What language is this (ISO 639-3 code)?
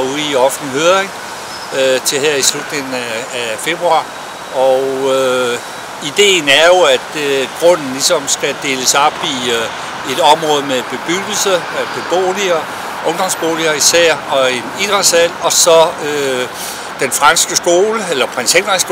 dan